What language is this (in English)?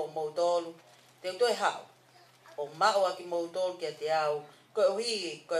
Tongan